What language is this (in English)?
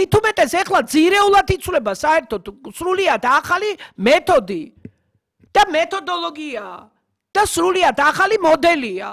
Georgian